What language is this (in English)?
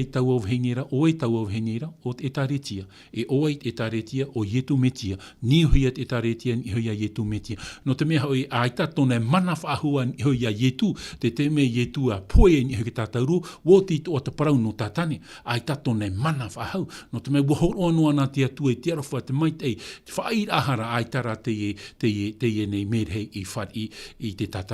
Tahitian